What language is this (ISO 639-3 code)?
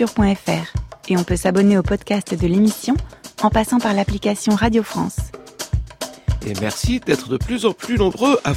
fra